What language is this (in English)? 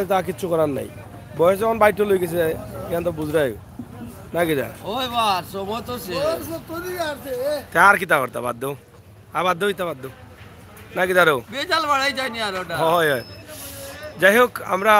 Sylheti